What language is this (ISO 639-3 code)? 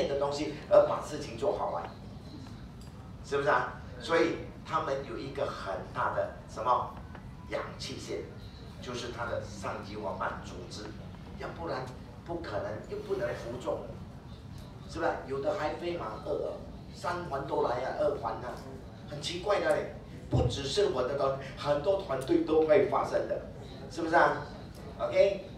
zho